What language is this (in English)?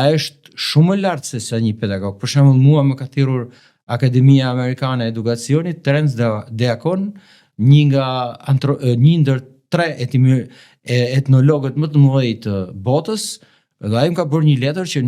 Albanian